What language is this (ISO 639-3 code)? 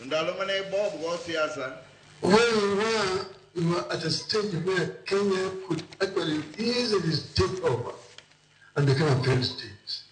luo